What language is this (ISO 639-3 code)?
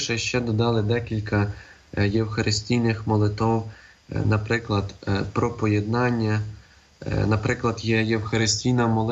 ukr